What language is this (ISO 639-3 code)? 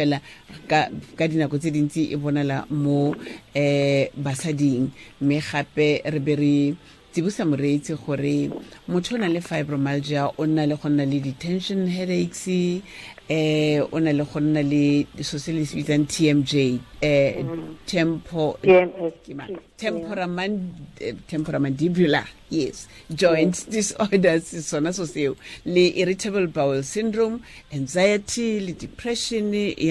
tsn